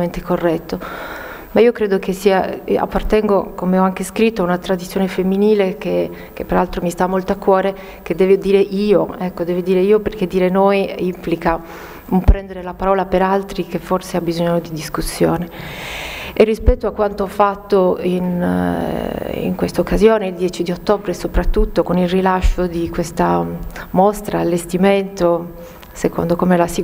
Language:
Italian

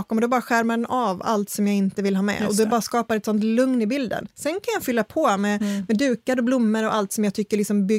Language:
Swedish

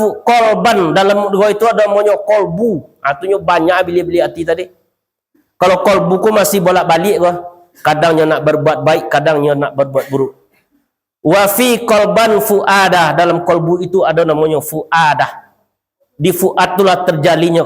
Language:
Minangkabau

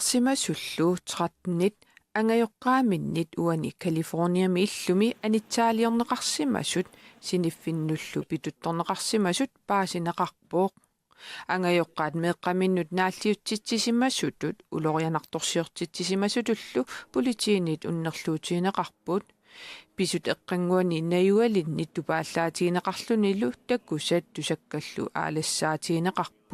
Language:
Kalaallisut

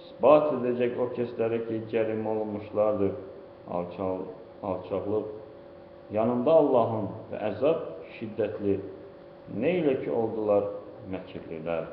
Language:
Azerbaijani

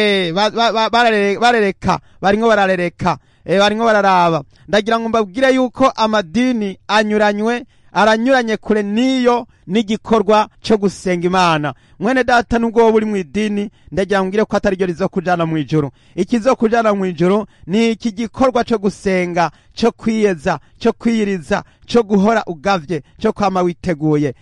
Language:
Rundi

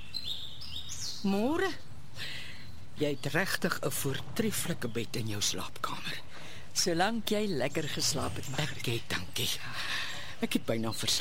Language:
Afrikaans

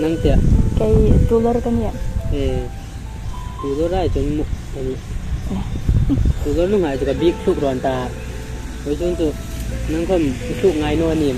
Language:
Hmar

